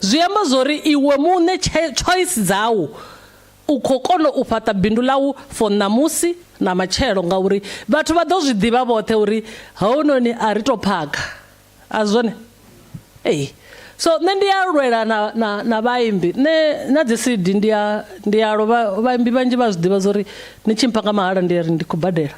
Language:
Venda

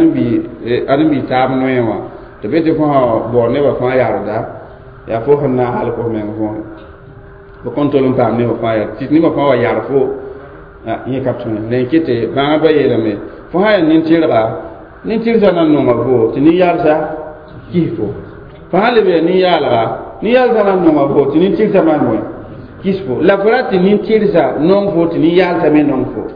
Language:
Mossi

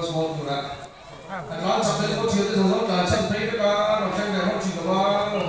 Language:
Mizo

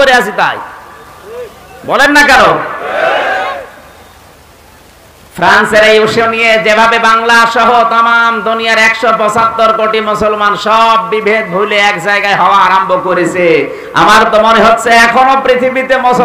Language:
Bangla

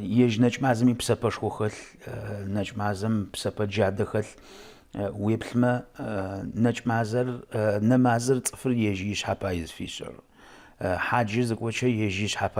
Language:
Adyghe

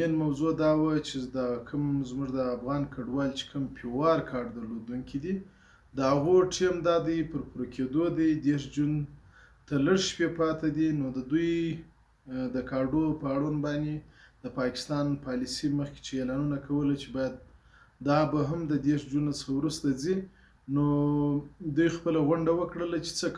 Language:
Pashto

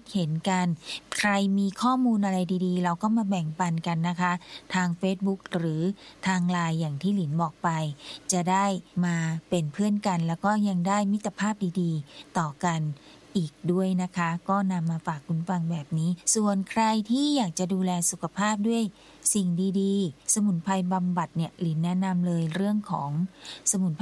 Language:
Thai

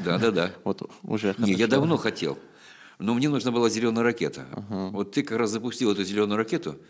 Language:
Russian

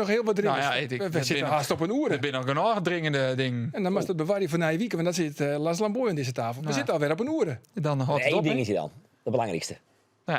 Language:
Western Frisian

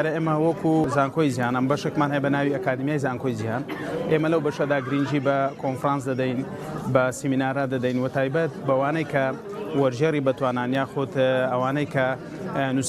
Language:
Central Kurdish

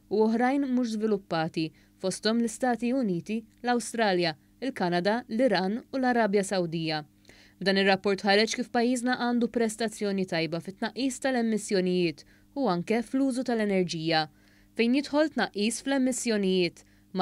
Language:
Maltese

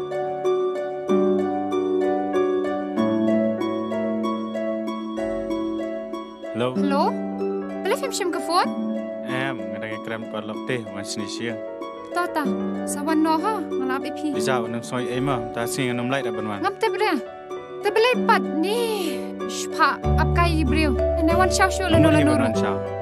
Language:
Khasi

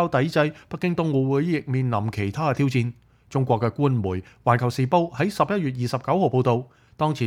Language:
Cantonese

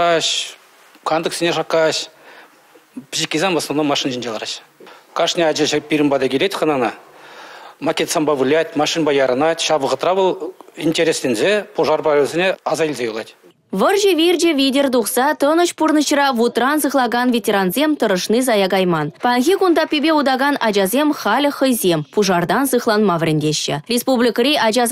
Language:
Chuvash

